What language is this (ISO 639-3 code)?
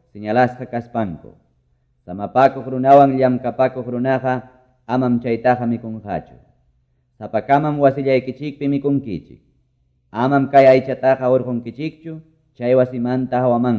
que